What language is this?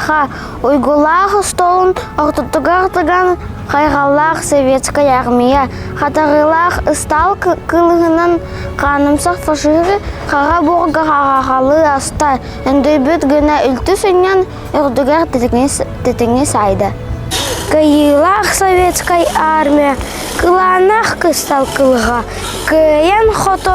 Yakut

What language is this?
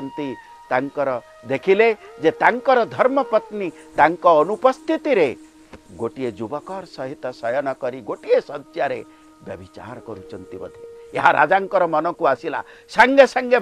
Odia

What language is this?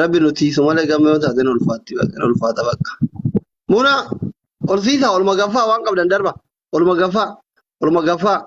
Oromo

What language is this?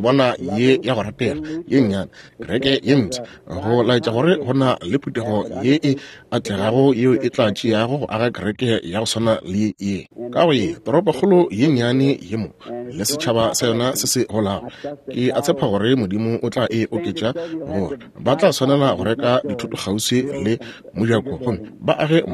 Northern Sotho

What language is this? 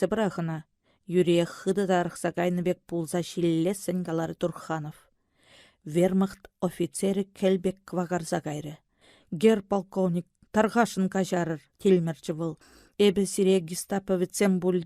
Chuvash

